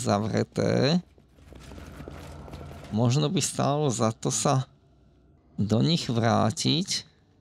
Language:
Slovak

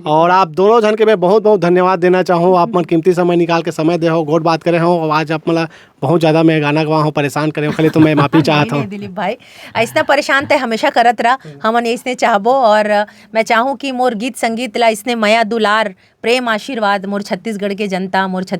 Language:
Chhattisgarhi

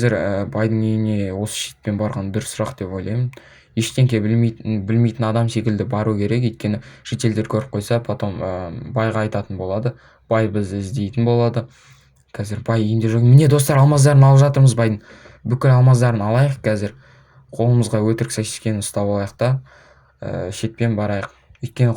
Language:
Kazakh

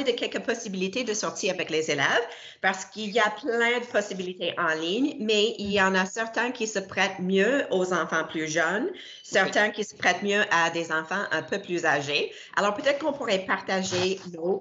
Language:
French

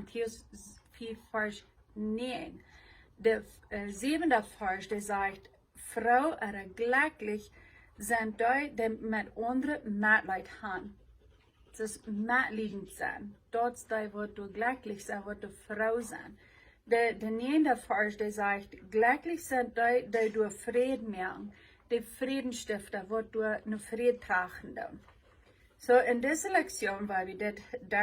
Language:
Plautdietsch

